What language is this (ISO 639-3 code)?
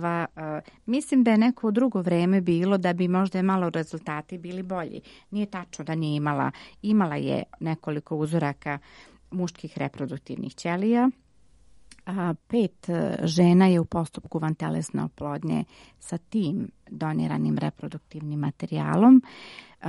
srp